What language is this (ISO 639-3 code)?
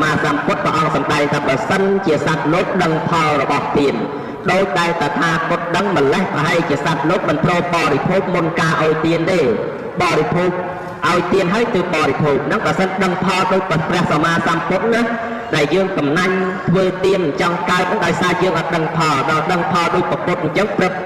khm